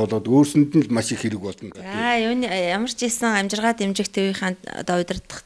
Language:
Mongolian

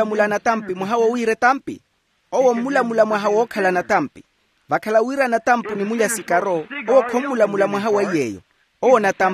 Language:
Makhuwa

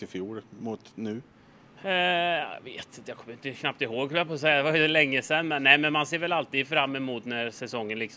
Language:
Swedish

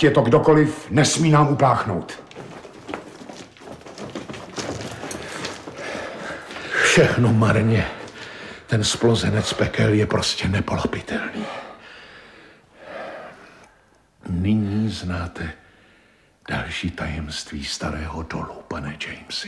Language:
Czech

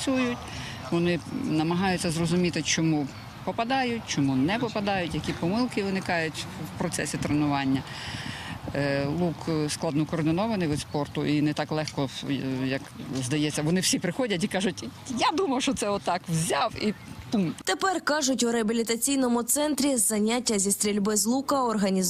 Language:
Ukrainian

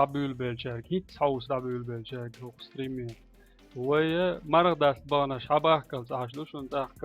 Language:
Chechen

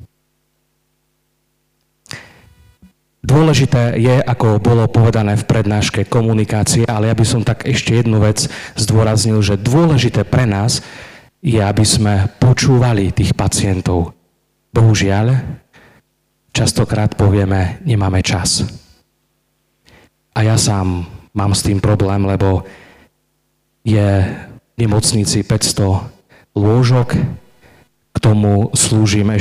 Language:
Slovak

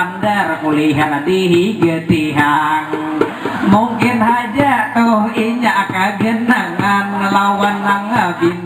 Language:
Banjar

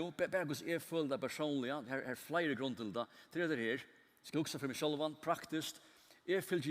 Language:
Faroese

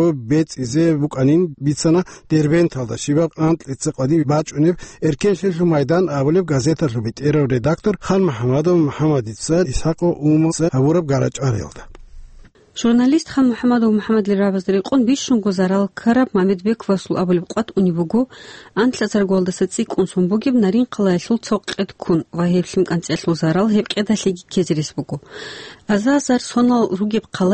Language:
Avaric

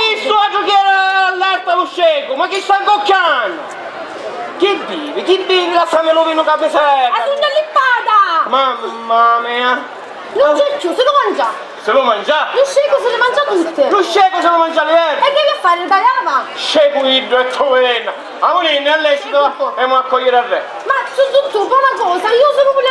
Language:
Sicilian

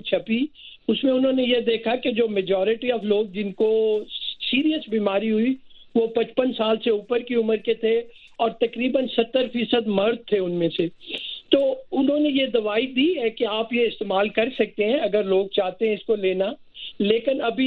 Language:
Urdu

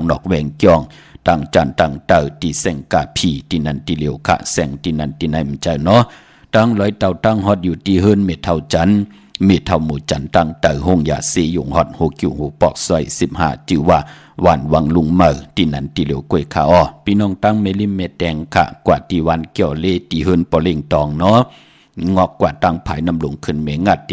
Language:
Shan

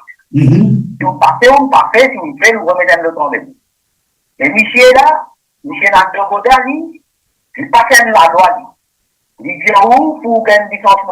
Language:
Morisyen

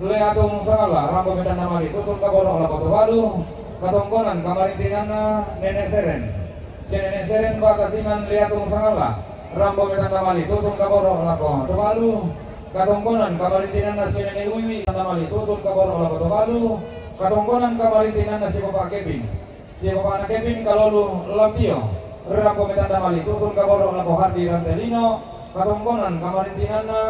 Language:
Toraja-Sa'dan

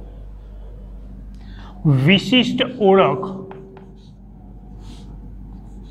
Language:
Gujarati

